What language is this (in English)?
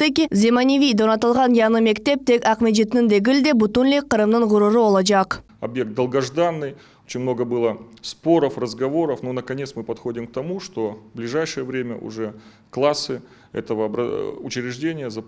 Crimean Tatar